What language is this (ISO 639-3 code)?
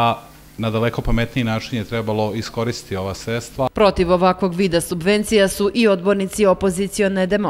srp